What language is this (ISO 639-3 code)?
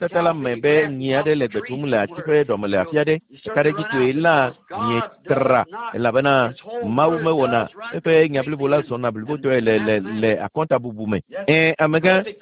ewe